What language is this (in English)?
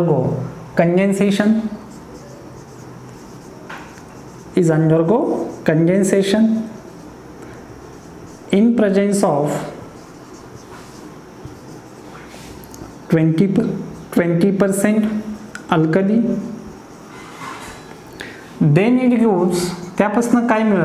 Marathi